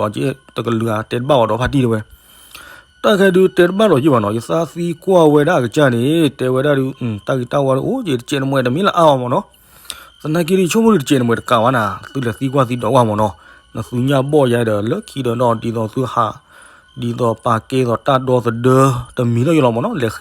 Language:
S'gaw Karen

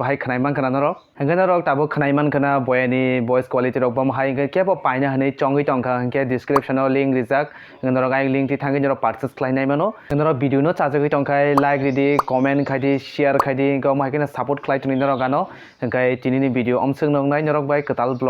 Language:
Kok Borok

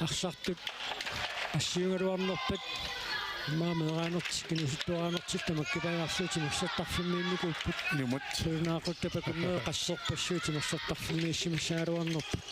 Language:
Kalaallisut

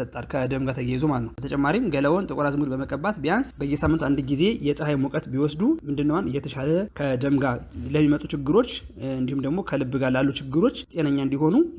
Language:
Amharic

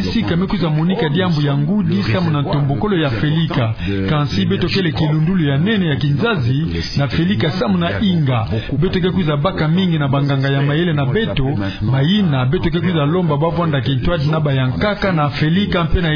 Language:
Kituba (Democratic Republic of Congo)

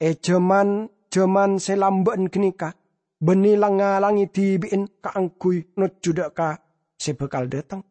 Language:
Madurese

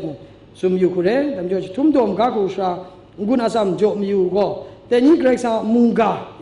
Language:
Kachin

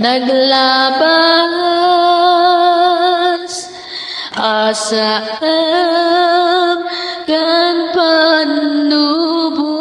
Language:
Iloko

